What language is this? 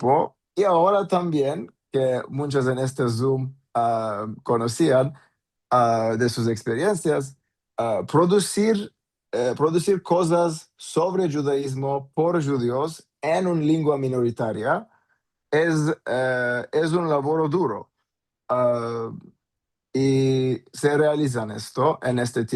Ladino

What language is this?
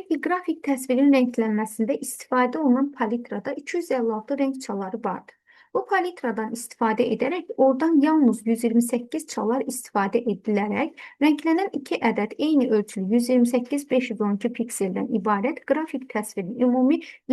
Azerbaijani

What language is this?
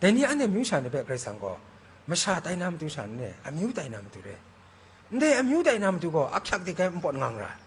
Kachin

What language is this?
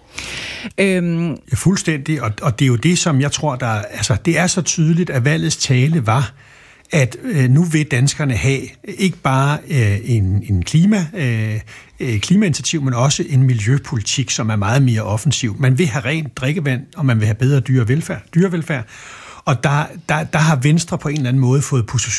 Danish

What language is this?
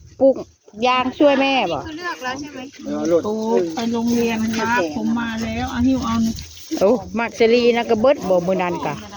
Northeastern Thai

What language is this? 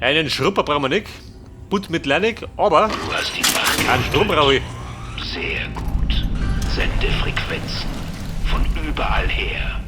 Bavarian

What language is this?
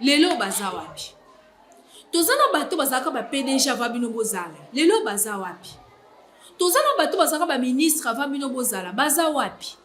Lingala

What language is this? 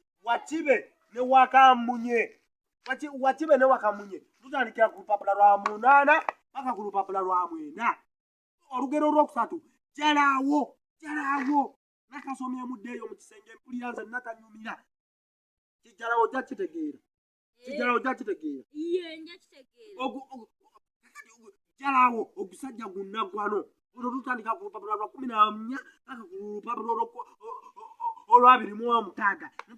Ganda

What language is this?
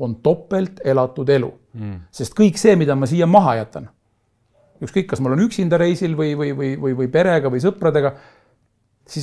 Estonian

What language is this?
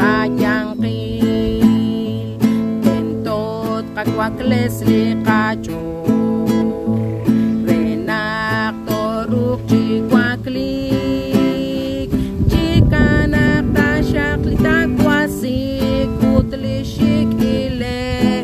Kekchí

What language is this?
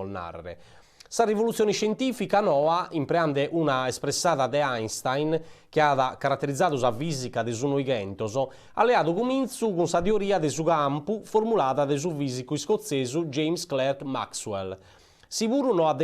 Sardinian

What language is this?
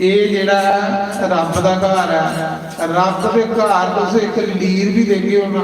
Dogri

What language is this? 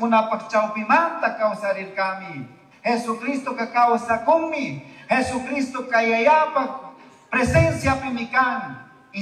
Chimborazo Highland Quichua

